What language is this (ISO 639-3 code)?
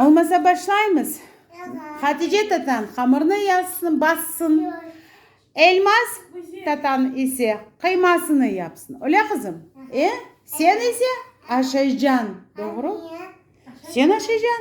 crh